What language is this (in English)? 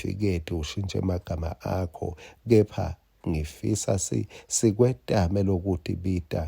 Swati